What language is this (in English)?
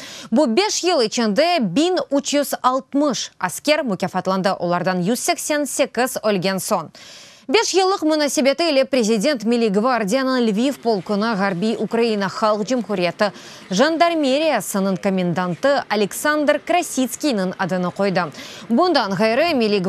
Crimean Tatar